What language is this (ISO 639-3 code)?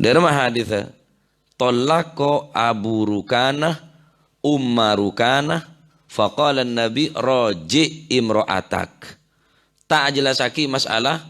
mad